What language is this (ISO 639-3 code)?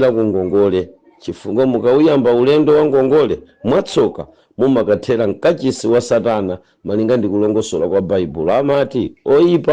nya